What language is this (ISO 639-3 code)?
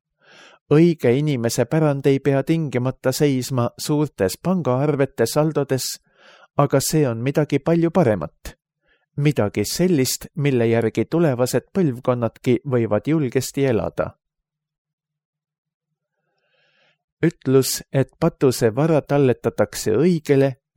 est